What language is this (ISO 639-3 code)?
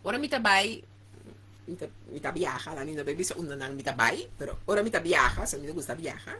pap